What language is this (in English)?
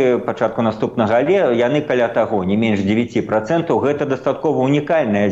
Belarusian